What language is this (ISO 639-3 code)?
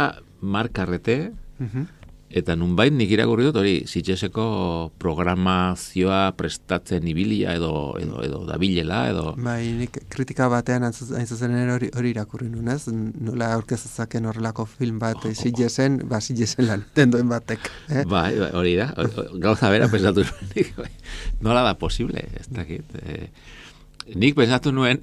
eus